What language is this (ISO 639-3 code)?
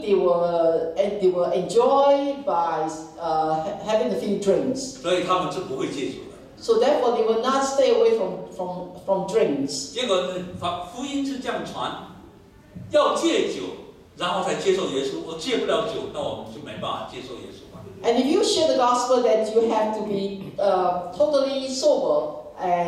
zho